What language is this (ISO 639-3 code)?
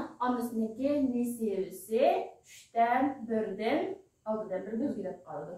uig